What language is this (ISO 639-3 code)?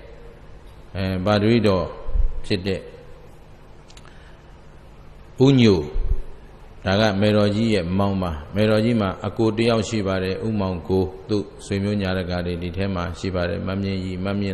mya